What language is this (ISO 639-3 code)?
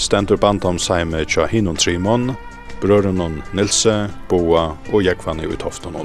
fao